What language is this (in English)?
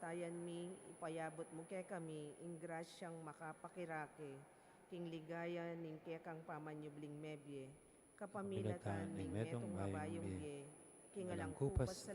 Pampanga